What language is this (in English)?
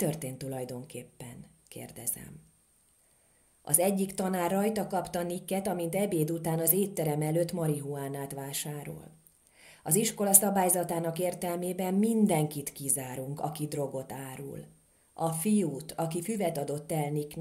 Hungarian